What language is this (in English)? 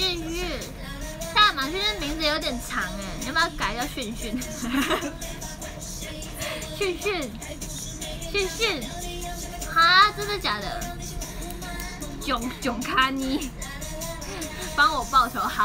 Chinese